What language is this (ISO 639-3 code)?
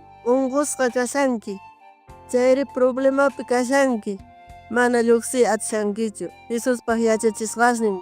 quh